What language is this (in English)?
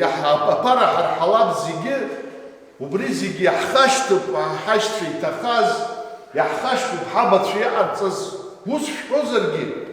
Abkhazian